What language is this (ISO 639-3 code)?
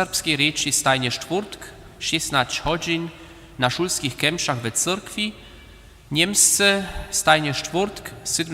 hsb